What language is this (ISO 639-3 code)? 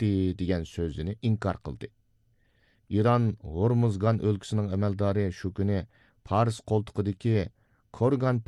uig